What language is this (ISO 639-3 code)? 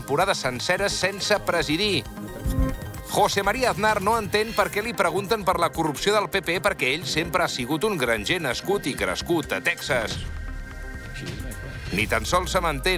cat